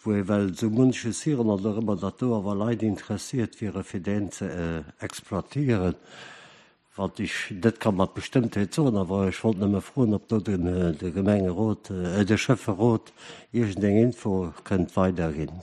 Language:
Luxembourgish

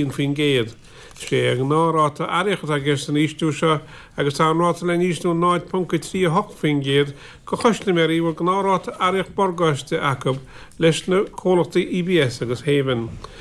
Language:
Irish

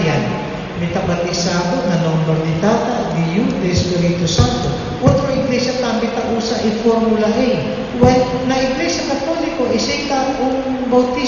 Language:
Papiamento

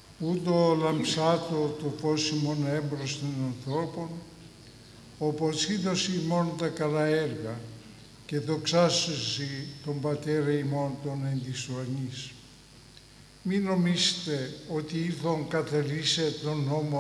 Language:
Greek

